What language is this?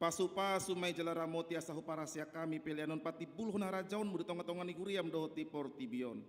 Batak Toba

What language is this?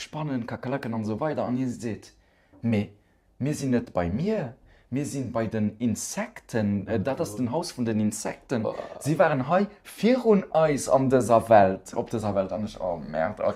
Luxembourgish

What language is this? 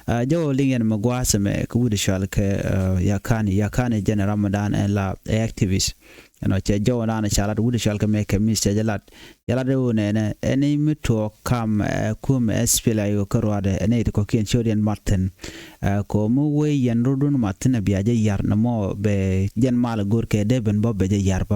Nuer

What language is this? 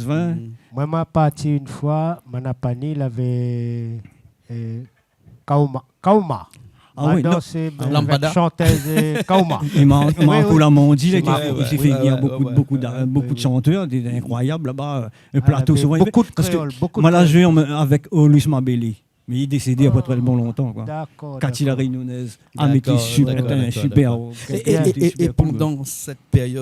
Réunion Creole French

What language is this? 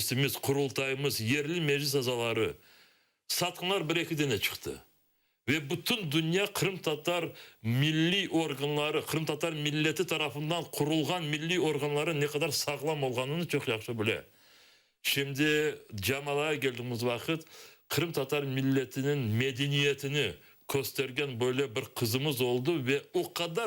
Crimean Tatar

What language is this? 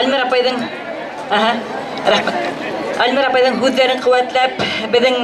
Bashkir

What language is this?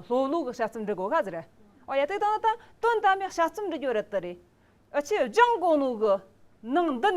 Amdo Tibetan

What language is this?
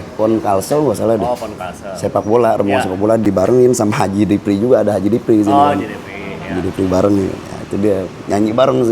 Banjar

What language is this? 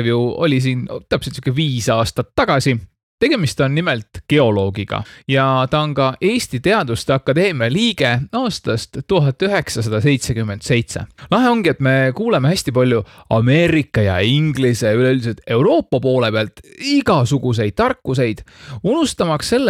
Estonian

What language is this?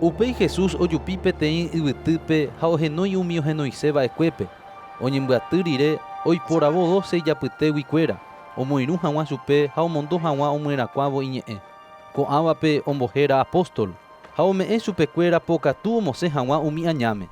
Guarani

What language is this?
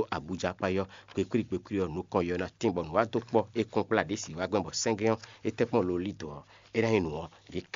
Fon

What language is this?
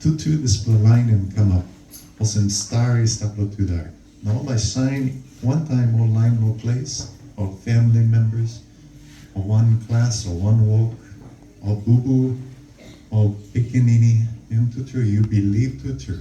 Tok Pisin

